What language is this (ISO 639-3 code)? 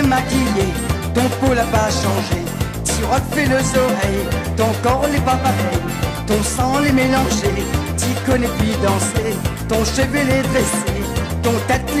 rcf